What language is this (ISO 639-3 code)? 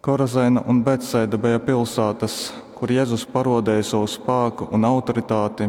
ltg